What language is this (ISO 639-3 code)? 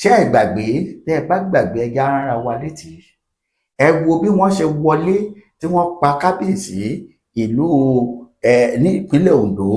yor